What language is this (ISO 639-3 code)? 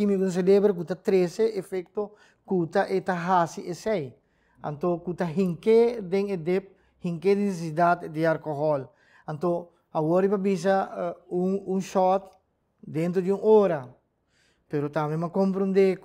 pap